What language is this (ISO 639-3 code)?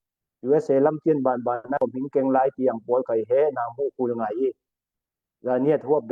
cfm